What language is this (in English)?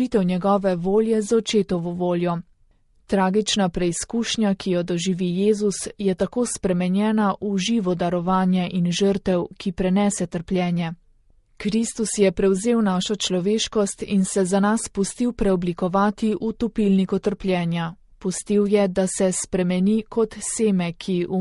Slovenian